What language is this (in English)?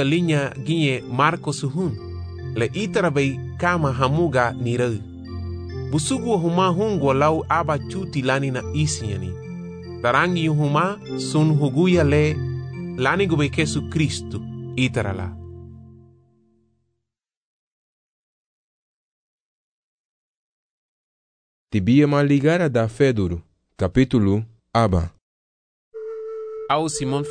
Garifuna